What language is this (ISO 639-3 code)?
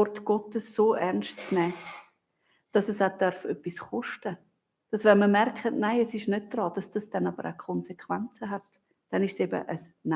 gsw